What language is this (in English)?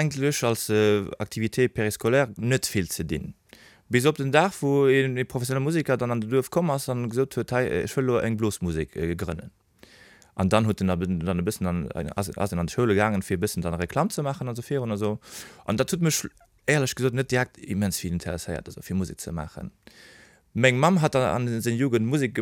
Luxembourgish